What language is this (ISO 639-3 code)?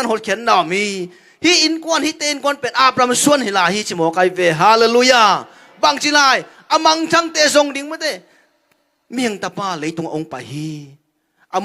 ctd